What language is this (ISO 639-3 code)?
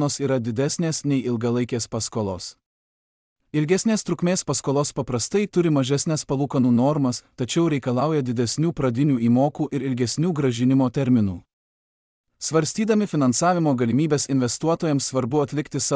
lit